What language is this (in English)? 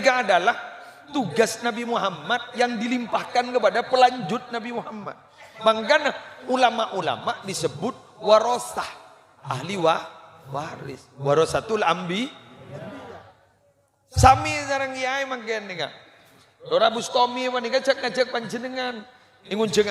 Madurese